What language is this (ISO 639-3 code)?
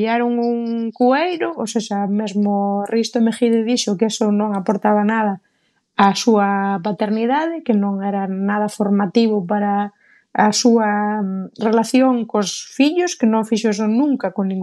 glg